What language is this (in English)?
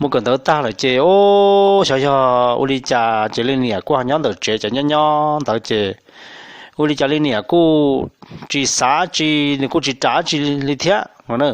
Hmong